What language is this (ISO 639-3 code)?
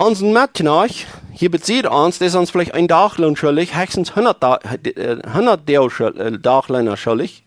pdt